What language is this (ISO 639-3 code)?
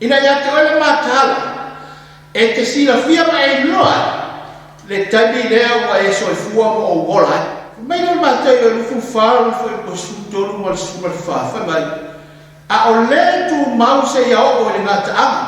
smo